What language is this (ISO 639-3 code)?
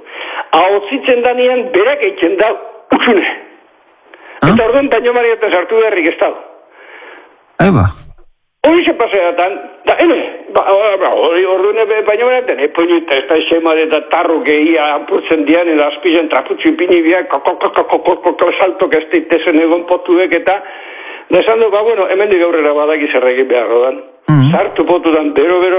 eus